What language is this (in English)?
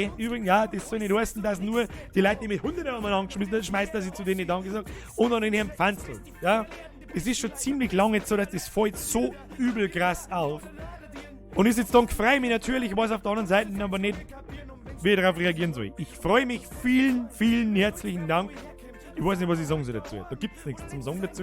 Bavarian